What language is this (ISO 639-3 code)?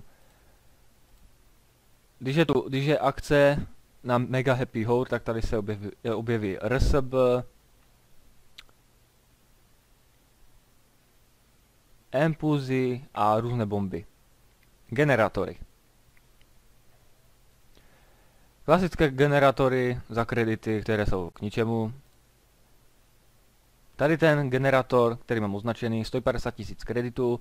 ces